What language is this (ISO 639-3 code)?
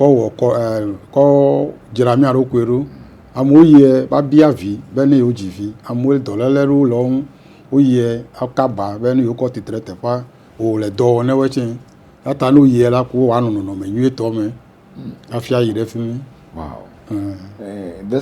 ewe